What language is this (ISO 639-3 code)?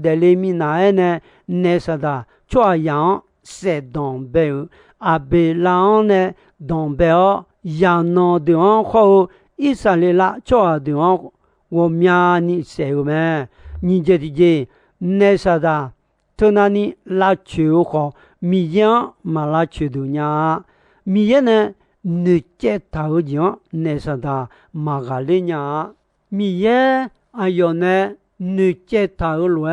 ahk